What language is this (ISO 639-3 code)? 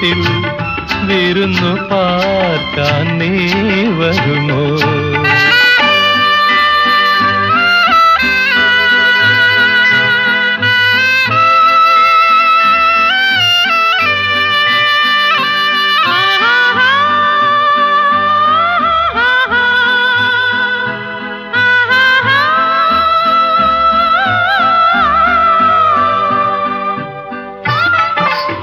mal